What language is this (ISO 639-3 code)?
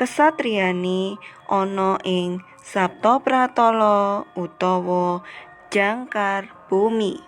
jav